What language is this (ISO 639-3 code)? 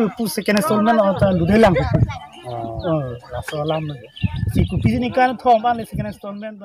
mjw